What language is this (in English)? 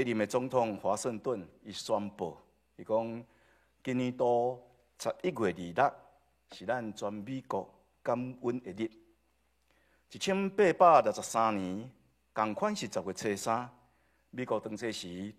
Min Nan Chinese